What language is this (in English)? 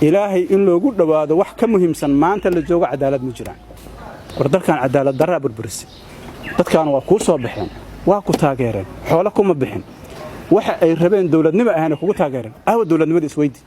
Somali